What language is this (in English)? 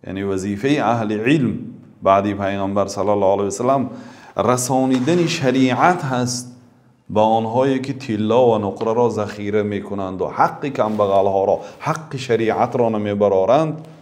Tajik